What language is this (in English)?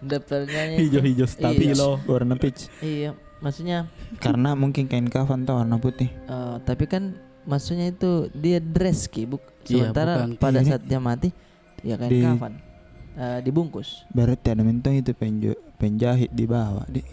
Makassar Malay